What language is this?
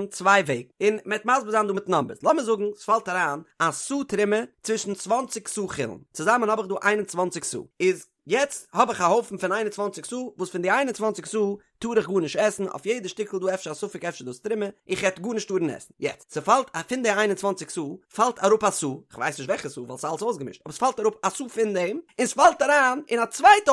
Yiddish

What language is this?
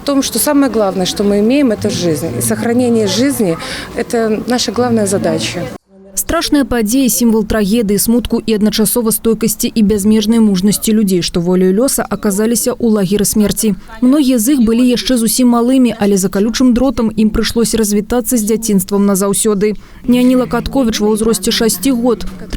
Belarusian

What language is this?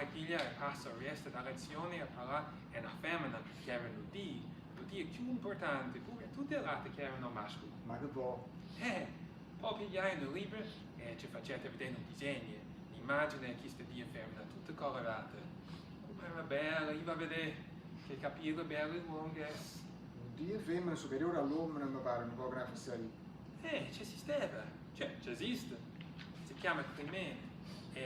Neapolitan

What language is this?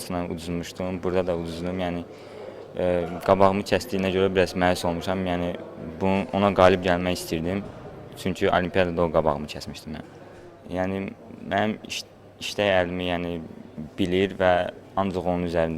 Azerbaijani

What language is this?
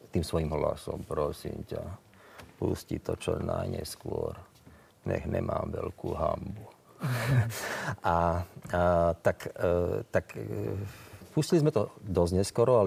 Slovak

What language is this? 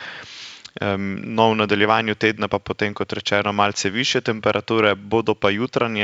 Slovenian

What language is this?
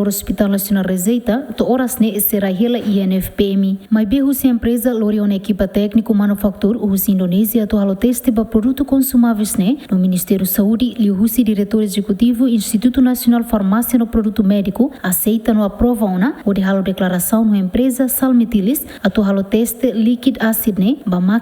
Tetum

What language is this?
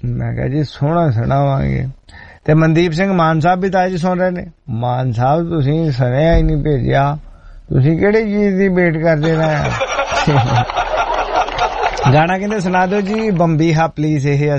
Punjabi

